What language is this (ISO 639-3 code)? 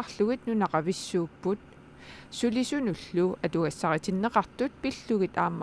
kal